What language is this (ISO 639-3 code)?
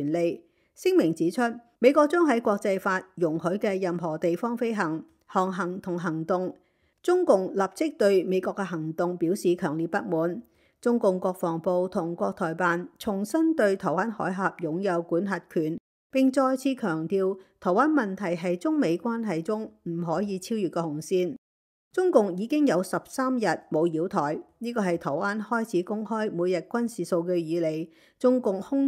yue